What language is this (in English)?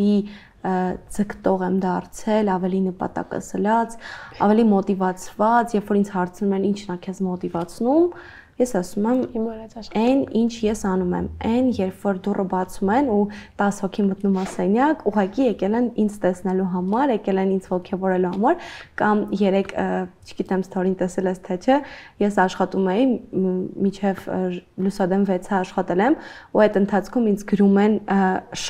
Armenian